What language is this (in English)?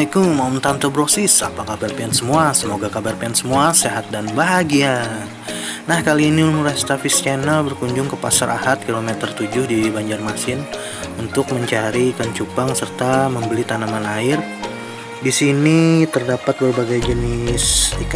Banjar